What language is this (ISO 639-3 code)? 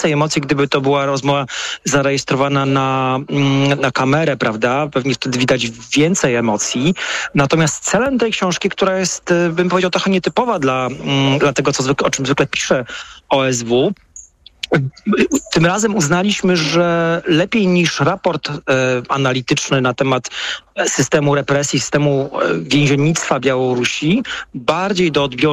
pol